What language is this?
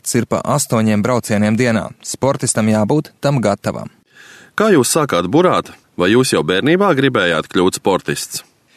Latvian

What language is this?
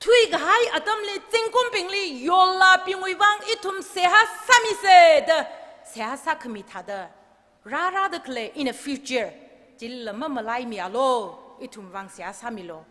Tangkhul Naga (India)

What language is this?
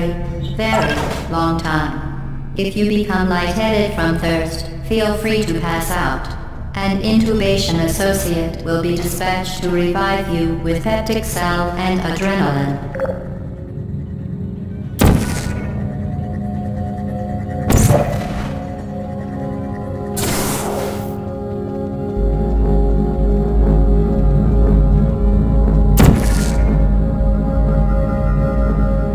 English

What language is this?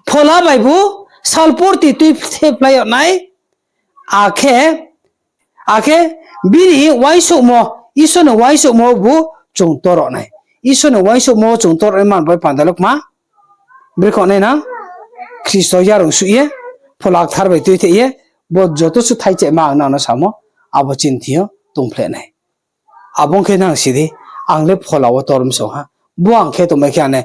Riang (India)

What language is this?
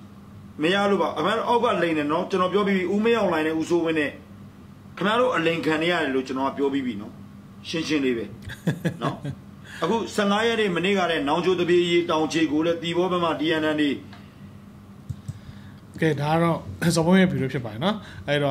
Burmese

